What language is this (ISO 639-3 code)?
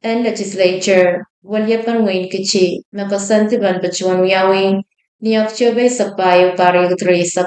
pon